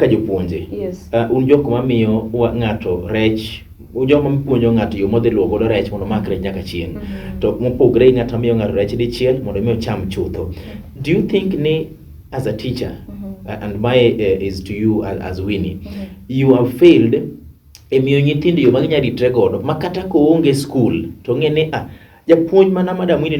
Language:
Luo (Kenya and Tanzania)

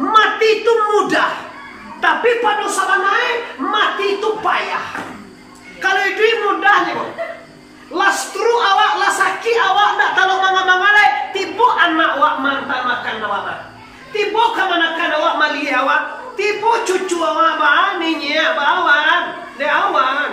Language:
Minangkabau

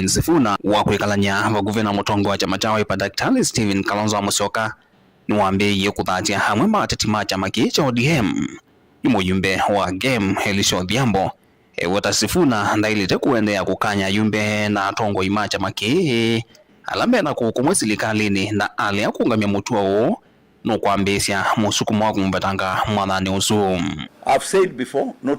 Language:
Kamba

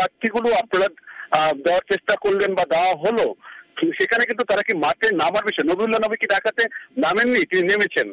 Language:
Bangla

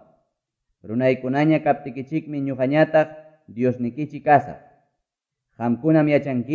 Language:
Quechua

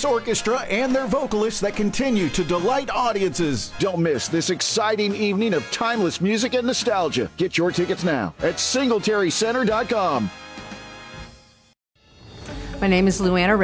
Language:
English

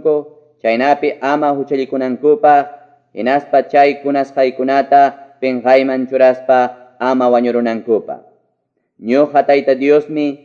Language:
Quechua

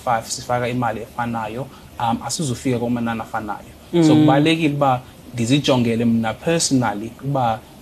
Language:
Xhosa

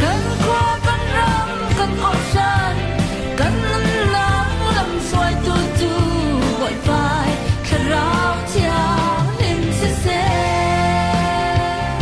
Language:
Falam Chin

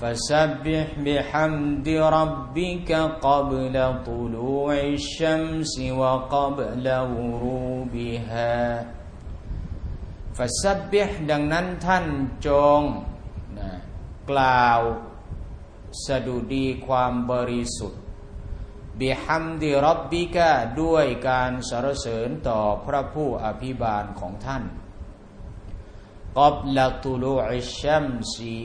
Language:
Thai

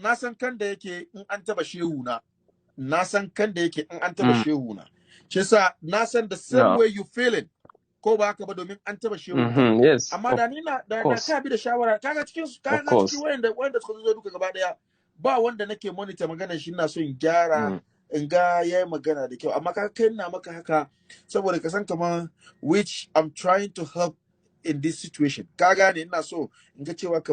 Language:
Hausa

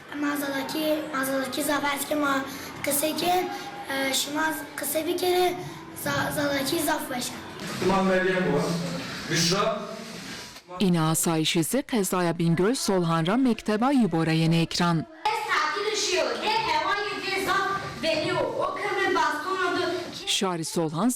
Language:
Zaza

